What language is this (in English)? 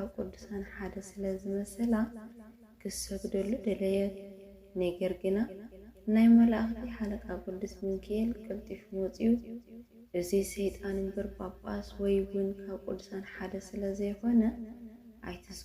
Tigrinya